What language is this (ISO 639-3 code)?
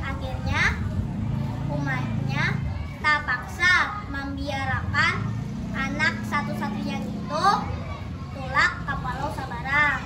bjn